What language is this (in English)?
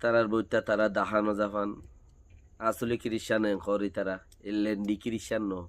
Rohingya